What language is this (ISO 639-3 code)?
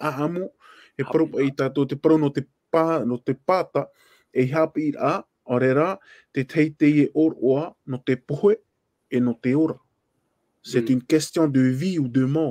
tah